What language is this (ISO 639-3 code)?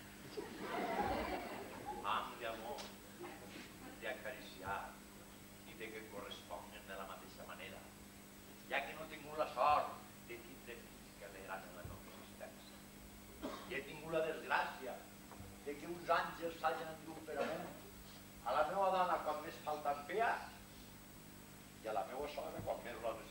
cat